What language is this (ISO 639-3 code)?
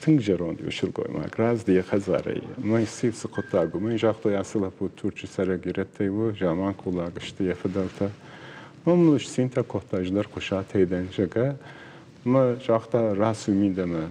oss